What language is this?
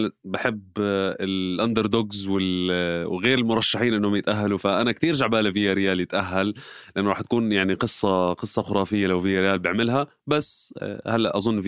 North Levantine Arabic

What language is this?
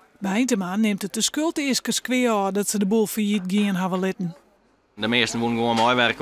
Western Frisian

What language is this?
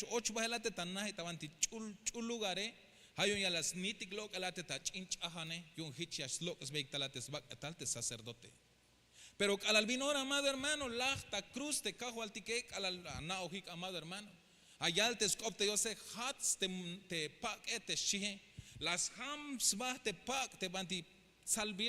Tzeltal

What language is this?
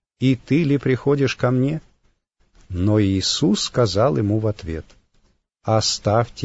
Russian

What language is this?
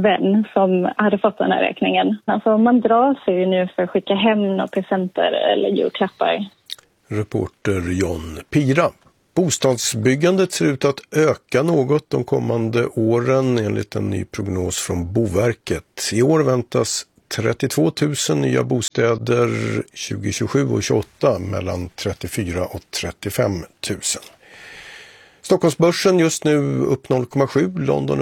Swedish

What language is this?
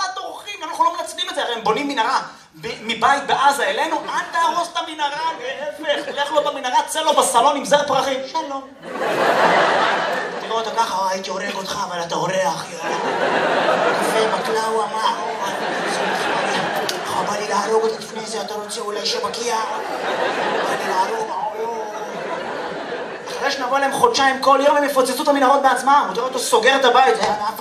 Hebrew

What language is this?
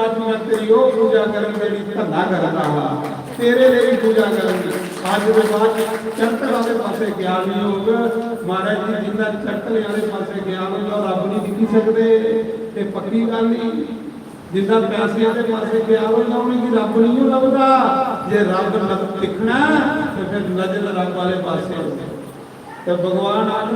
Dogri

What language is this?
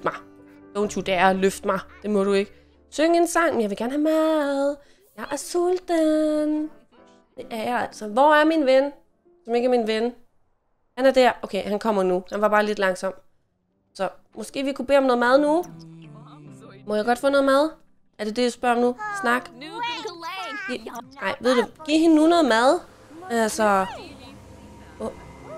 Danish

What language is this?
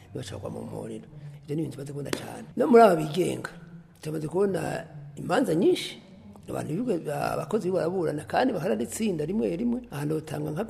Rundi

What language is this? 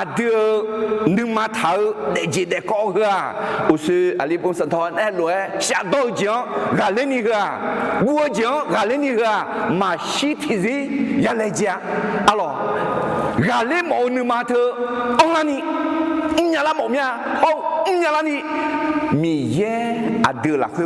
Akha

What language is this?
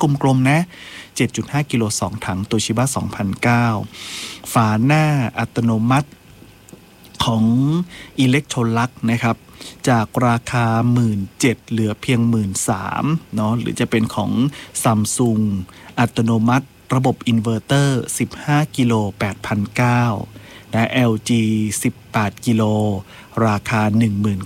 Thai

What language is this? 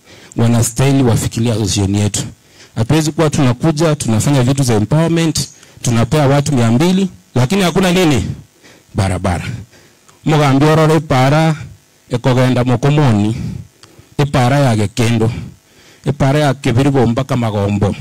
Gusii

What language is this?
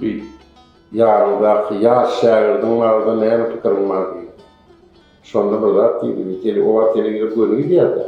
Turkmen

